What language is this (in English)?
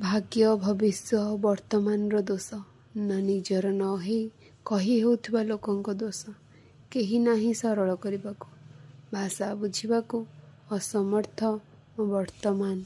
Odia